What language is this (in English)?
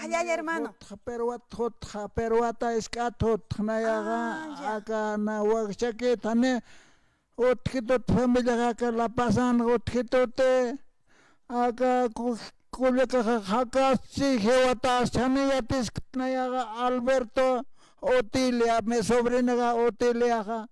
Aymara